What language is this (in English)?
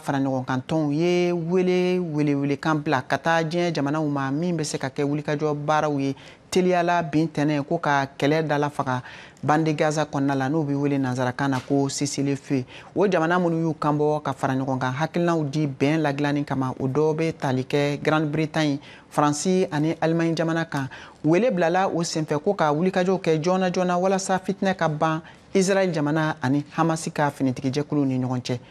Bambara